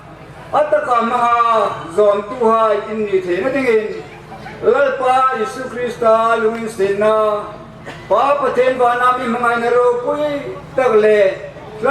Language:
Hmar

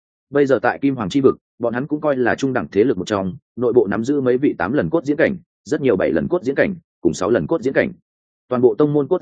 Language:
Vietnamese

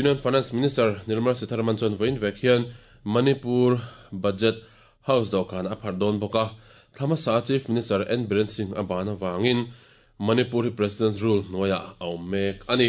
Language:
Mizo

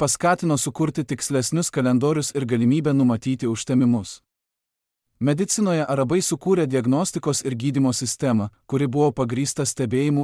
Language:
Lithuanian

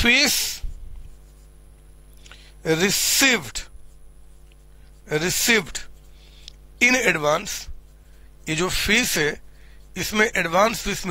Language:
Hindi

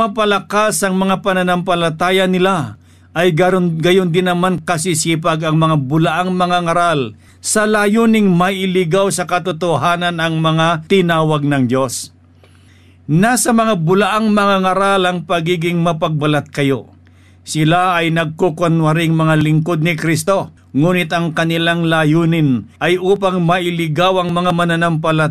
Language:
Filipino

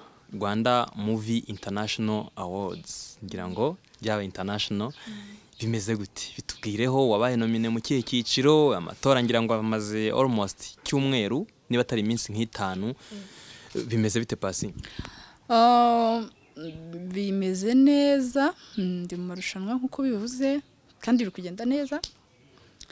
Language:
Kinyarwanda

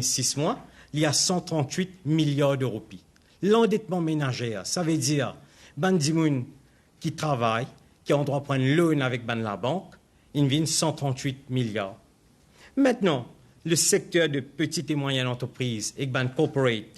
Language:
Morisyen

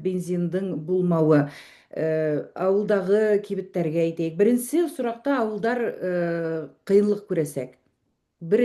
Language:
Bashkir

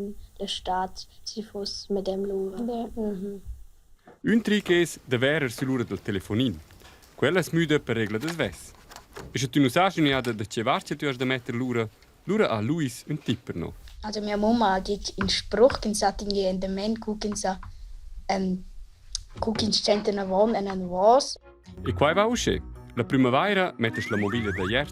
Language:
Romansh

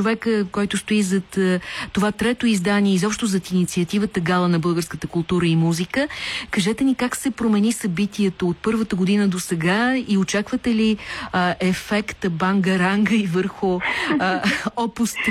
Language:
Bulgarian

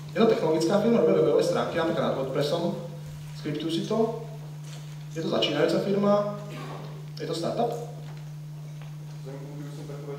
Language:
Slovak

